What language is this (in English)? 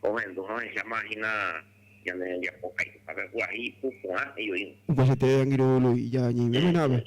Guarani